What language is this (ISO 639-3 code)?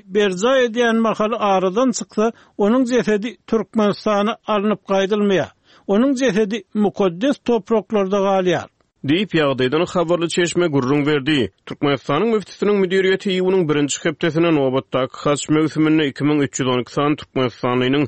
tuk